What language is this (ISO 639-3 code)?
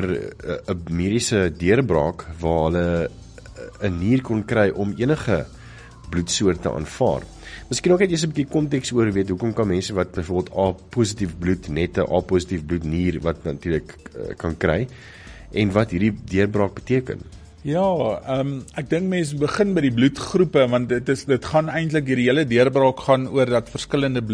afr